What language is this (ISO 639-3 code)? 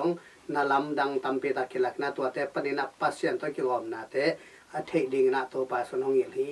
ctd